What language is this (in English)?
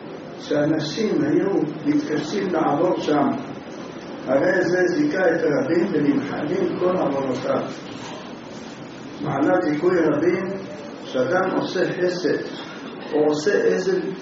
Hebrew